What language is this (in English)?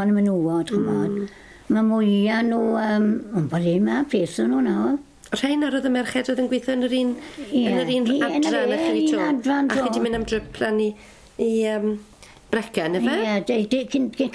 Welsh